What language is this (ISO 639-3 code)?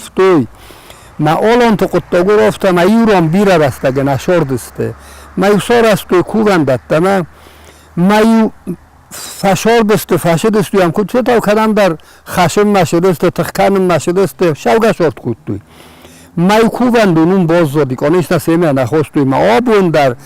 oss